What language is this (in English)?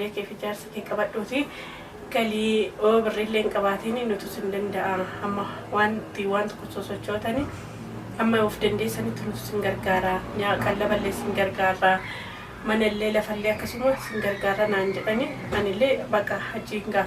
Oromo